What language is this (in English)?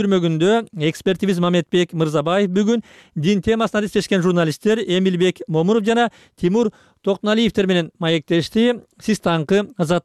Kyrgyz